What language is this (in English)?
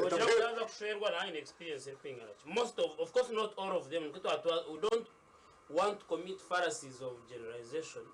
Nyankole